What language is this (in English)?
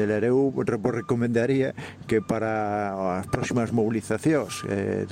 Galician